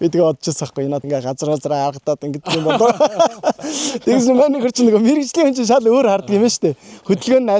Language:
Mongolian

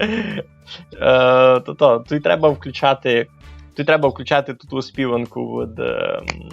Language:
Rusyn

